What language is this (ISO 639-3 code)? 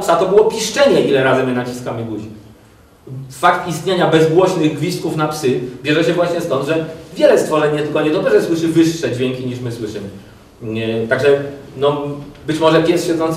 pol